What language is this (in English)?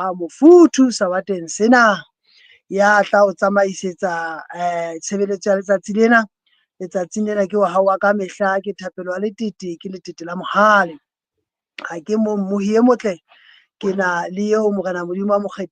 Southern Sotho